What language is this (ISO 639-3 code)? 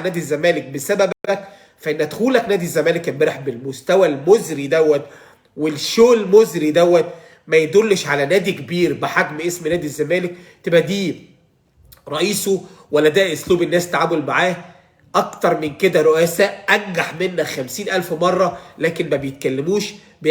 arz